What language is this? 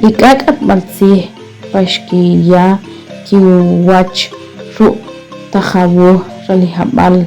Achi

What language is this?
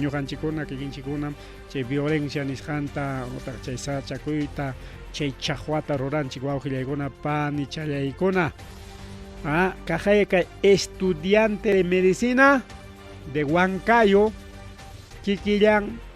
Ayacucho Quechua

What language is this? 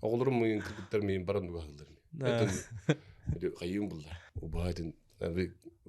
Yakut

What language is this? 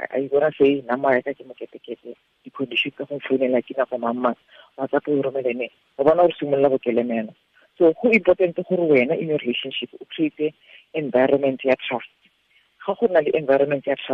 Tswana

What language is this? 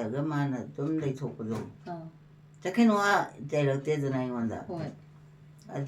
Manipuri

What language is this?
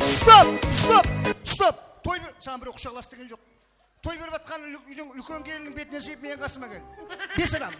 Kara-Kalpak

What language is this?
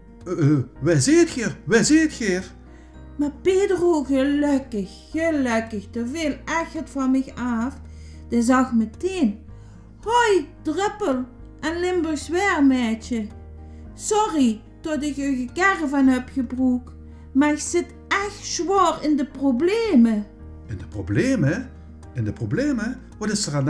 Limburgish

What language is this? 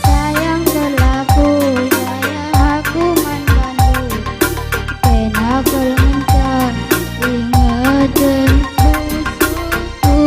Batak Karo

